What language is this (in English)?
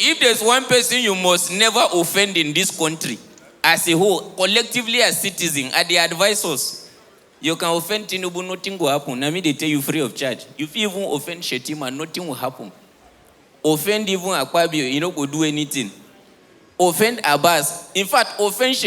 Nigerian Pidgin